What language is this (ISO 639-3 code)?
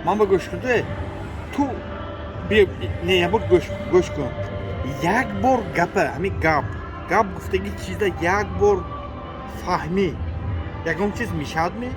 tgk